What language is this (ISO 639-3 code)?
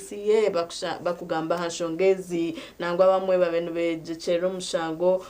nyn